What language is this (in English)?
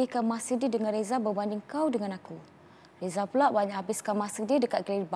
Malay